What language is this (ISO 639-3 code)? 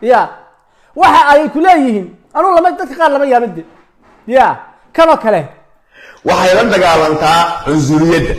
som